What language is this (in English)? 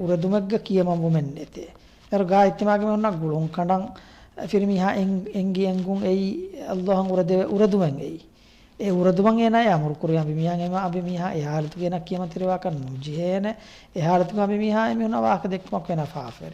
Divehi